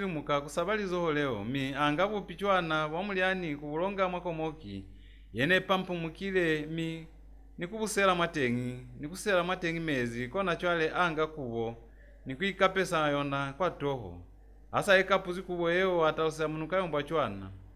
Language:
Lozi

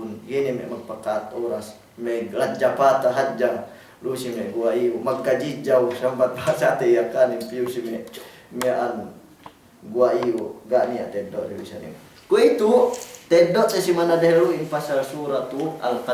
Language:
Yakan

